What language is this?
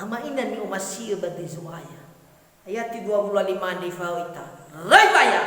Nias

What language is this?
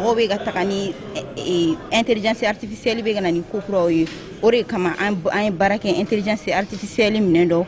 Bambara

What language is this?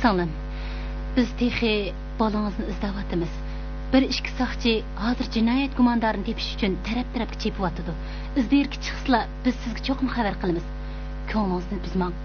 Uyghur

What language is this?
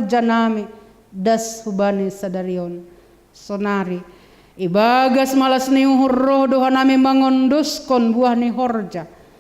Batak Simalungun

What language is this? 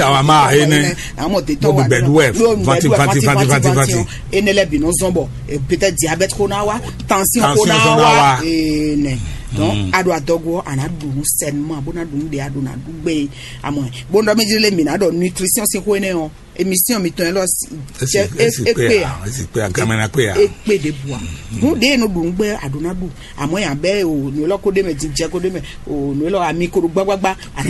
Fon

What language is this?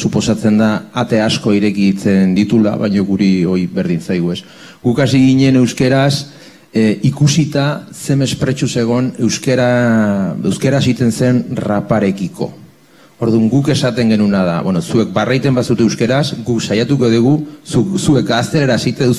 Basque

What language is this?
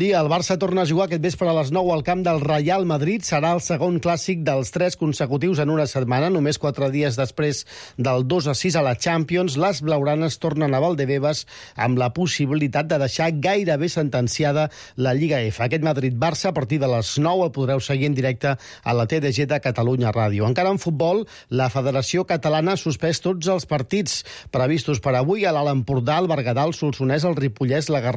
Catalan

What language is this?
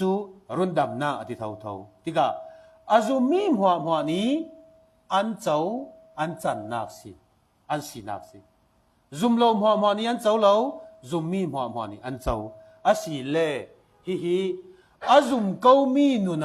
Falam Chin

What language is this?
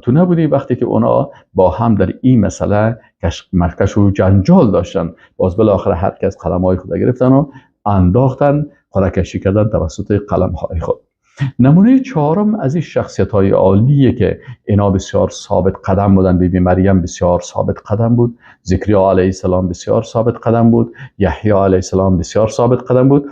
Persian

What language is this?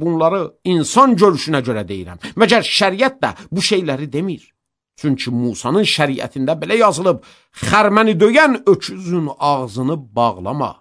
Azerbaijani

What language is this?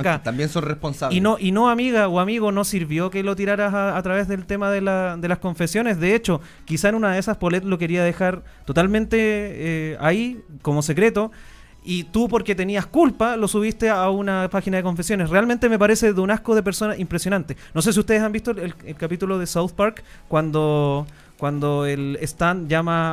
Spanish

